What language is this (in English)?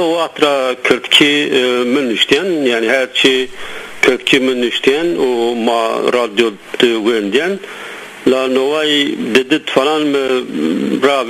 Zaza